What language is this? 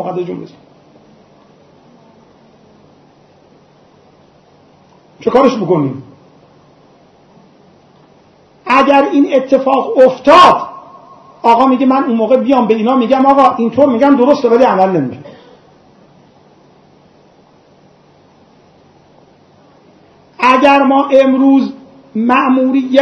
Persian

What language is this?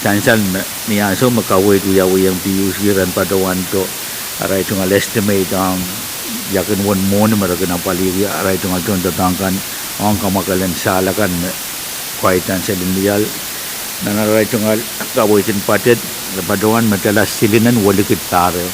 Pohnpeian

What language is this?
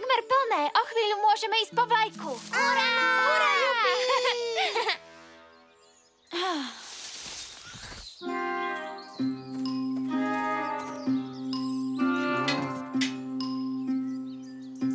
Slovak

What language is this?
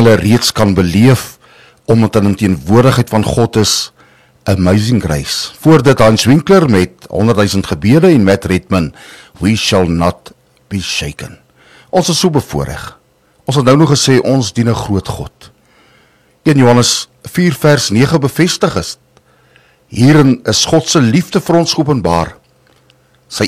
Afrikaans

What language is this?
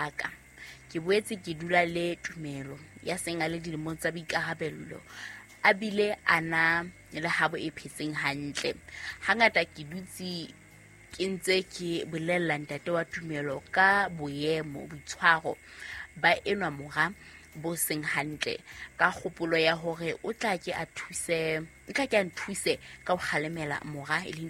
Southern Sotho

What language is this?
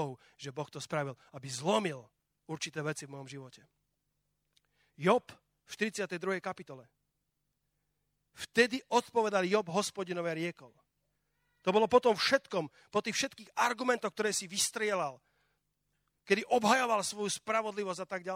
Slovak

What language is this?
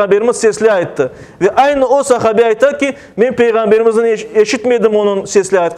Crimean Tatar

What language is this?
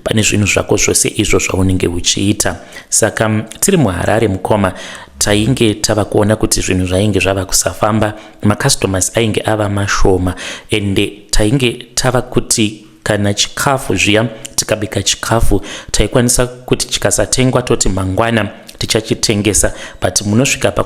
Shona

